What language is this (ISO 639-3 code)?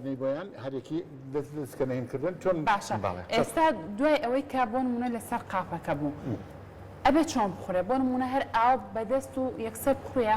ckb